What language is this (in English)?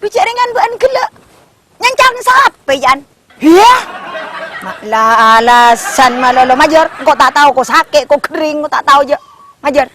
Madurese